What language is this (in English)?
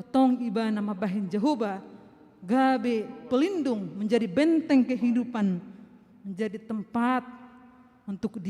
Batak Toba